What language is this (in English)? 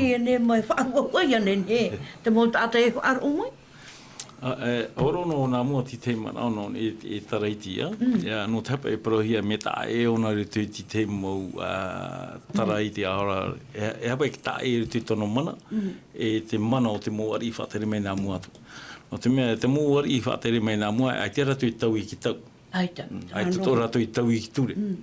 Tahitian